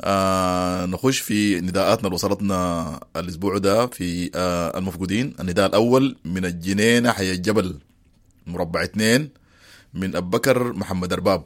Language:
Sudanese Arabic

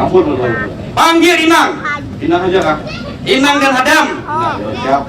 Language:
Banjar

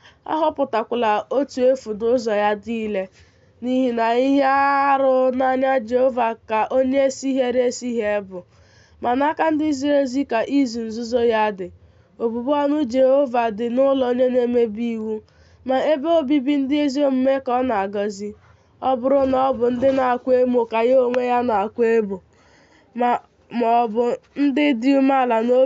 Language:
Igbo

